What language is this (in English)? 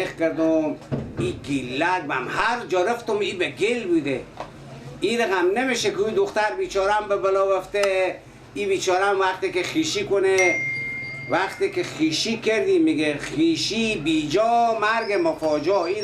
Persian